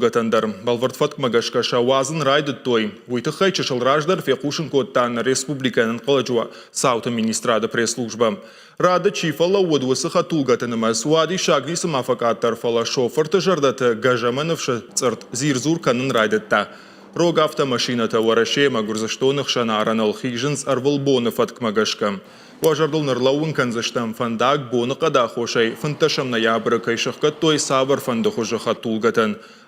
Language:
Ossetic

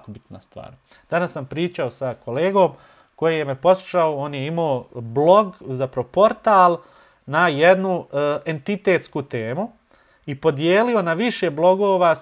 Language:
Bosnian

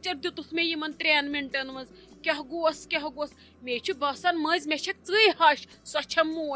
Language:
Kashmiri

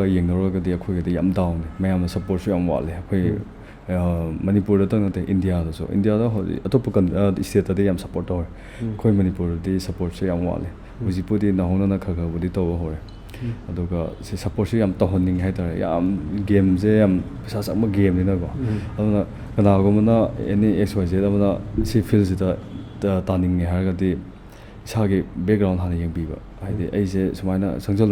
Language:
Manipuri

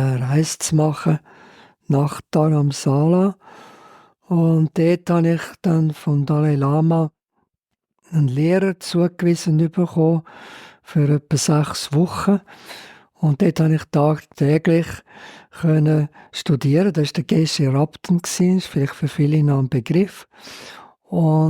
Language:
Swiss German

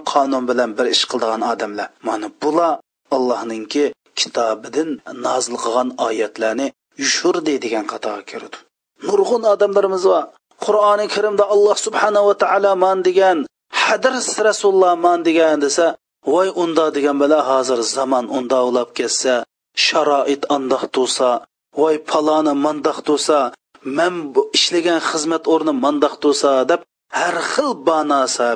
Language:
Uyghur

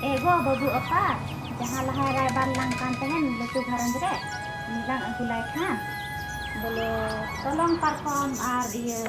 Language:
Santali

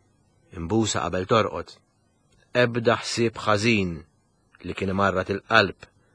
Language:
Maltese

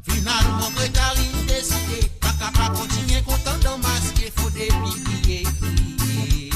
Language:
Morisyen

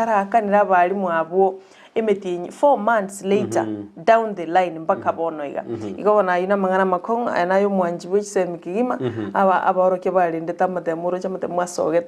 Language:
Gusii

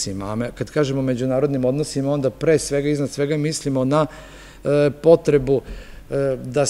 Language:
Serbian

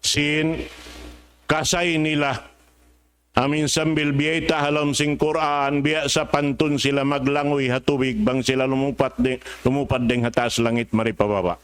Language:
Tausug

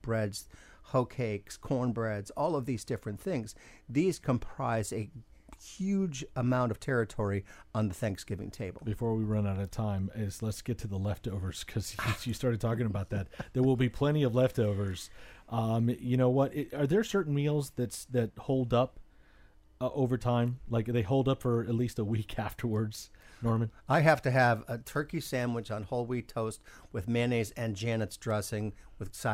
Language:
English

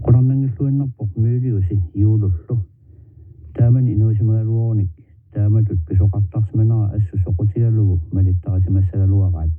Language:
Kalaallisut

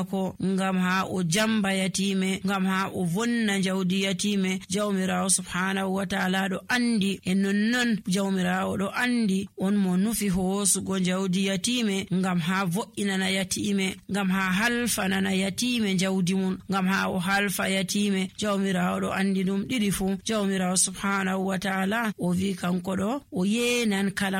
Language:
Nigerian Fulfulde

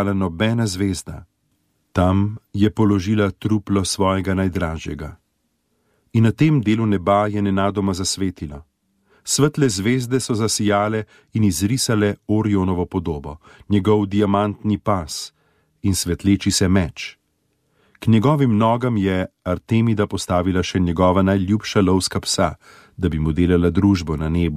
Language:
Slovenian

